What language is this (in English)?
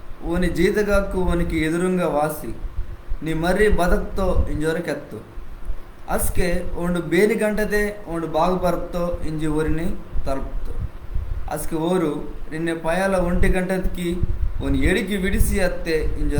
Koya